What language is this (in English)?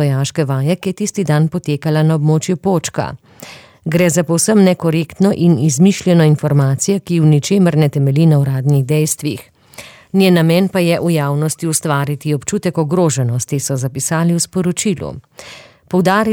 Slovenian